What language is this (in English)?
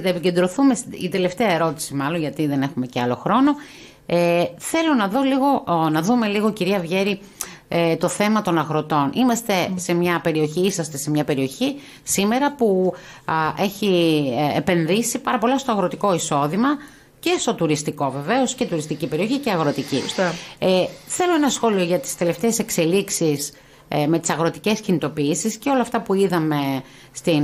Greek